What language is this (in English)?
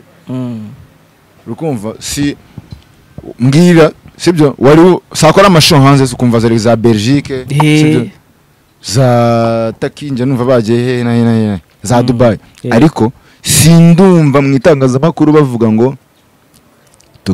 Kinyarwanda